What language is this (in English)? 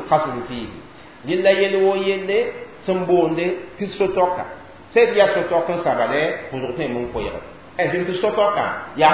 Mossi